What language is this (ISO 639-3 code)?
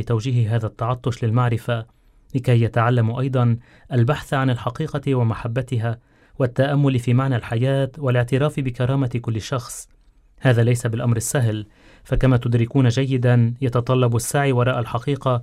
ara